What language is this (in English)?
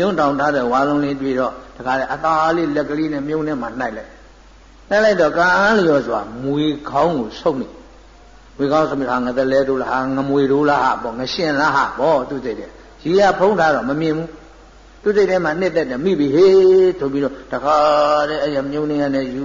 Burmese